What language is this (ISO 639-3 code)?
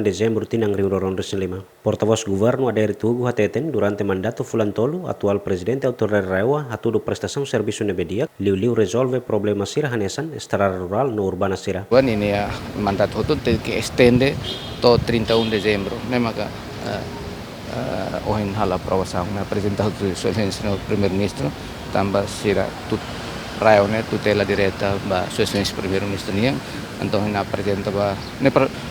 tet